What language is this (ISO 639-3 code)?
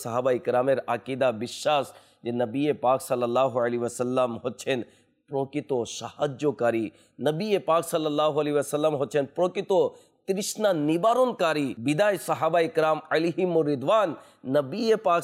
ben